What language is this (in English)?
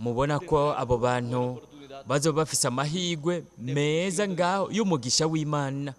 Rundi